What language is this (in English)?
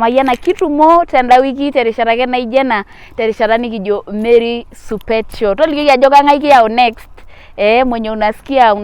Masai